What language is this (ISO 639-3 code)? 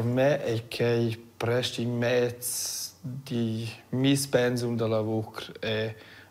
roh